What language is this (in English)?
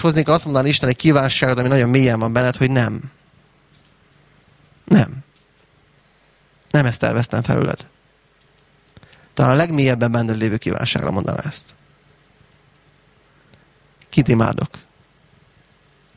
Hungarian